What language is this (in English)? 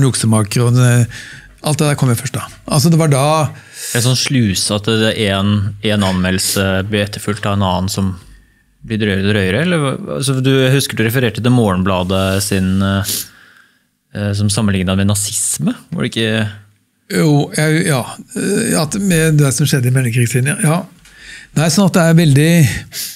Norwegian